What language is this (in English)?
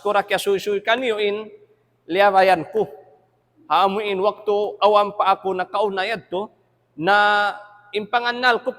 Tausug